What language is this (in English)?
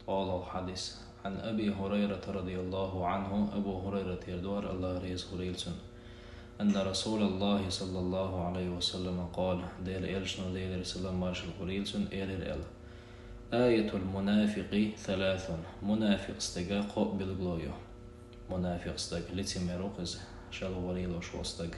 Chechen